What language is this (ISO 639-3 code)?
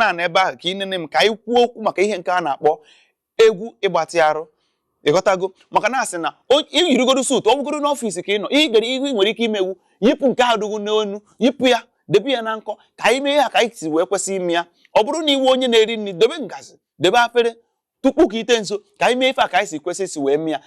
ibo